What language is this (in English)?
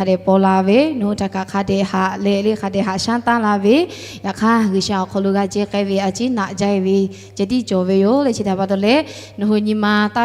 Lahu